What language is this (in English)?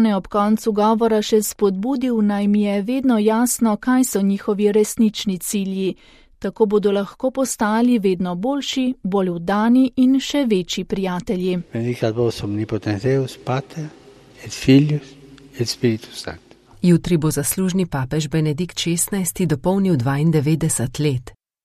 Slovenian